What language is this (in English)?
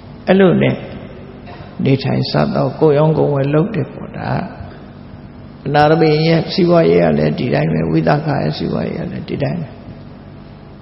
Burmese